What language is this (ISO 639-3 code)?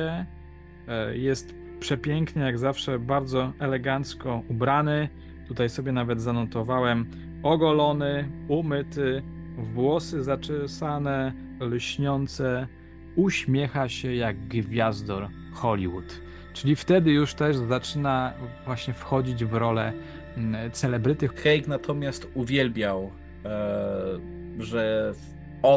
pol